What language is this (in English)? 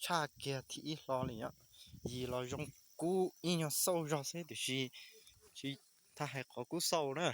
Hmong